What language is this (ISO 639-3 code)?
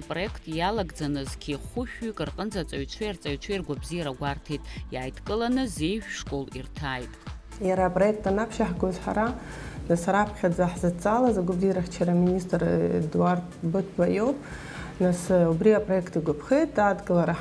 abk